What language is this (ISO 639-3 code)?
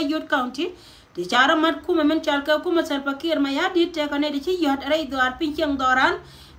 nus